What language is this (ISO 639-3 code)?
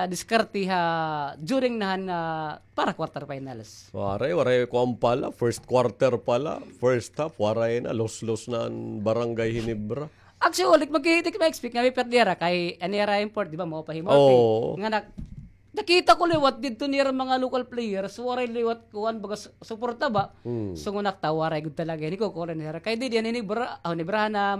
war